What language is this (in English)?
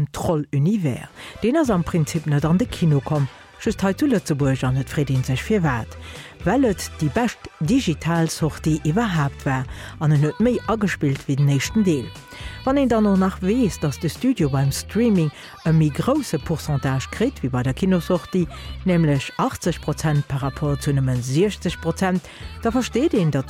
Luxembourgish